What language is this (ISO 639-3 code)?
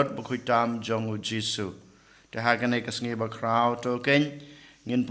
kha